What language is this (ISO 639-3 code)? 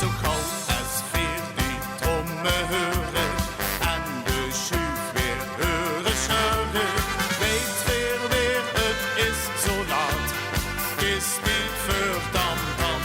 lim